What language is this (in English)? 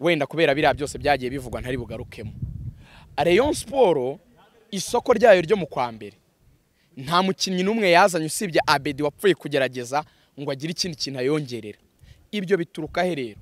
Kinyarwanda